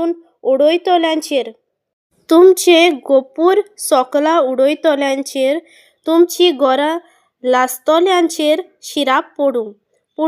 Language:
Konkani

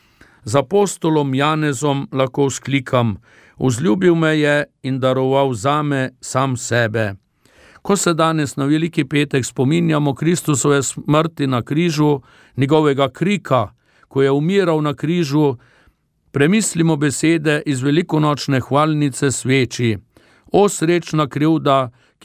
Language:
Slovenian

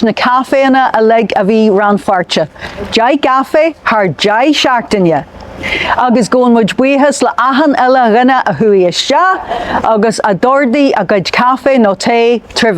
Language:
Irish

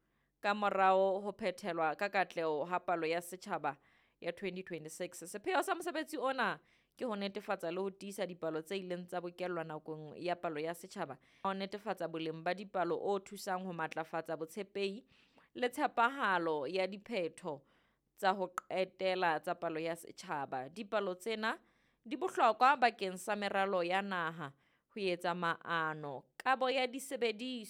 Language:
Southern Sotho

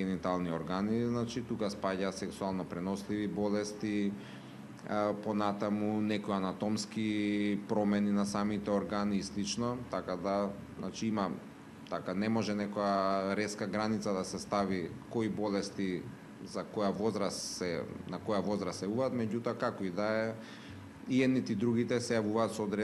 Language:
Macedonian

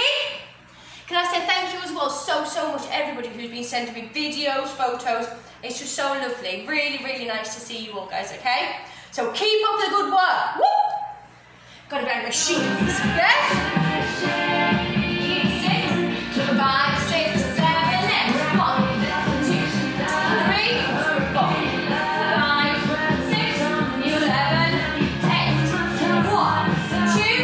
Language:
English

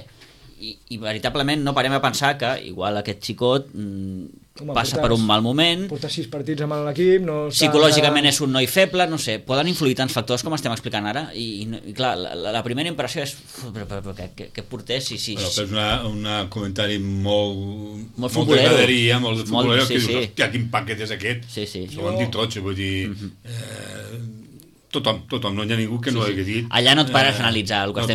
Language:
Catalan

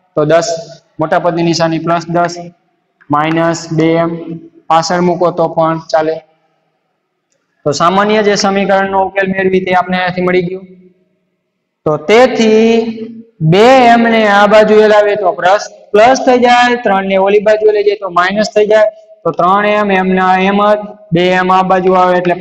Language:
Gujarati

